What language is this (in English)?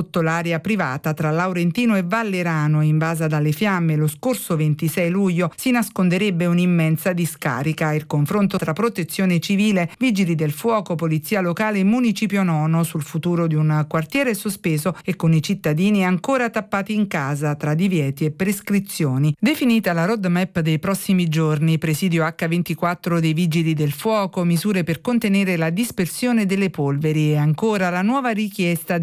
Italian